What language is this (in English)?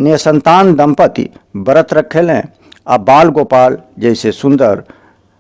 Bhojpuri